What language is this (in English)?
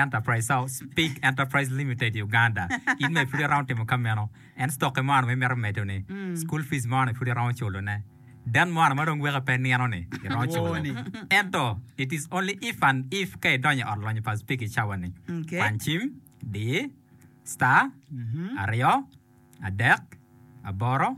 Acoli